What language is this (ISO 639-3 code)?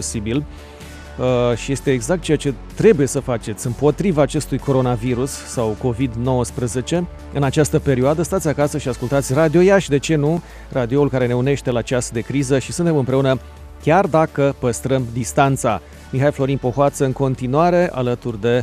ron